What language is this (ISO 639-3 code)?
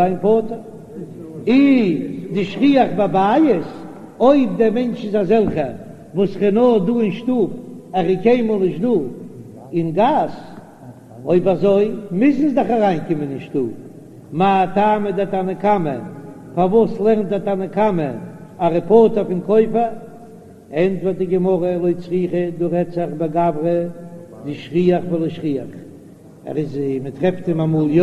yid